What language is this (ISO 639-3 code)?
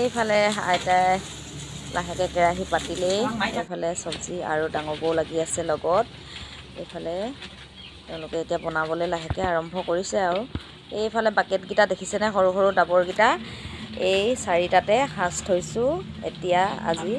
asm